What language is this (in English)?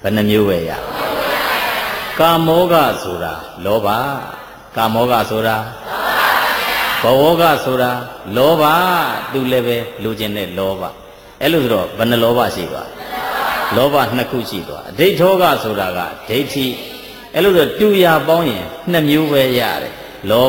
Burmese